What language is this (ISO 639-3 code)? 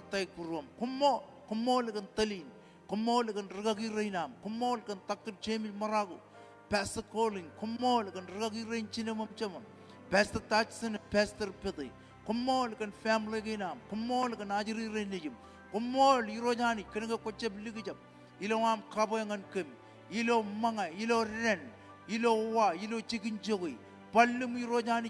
mah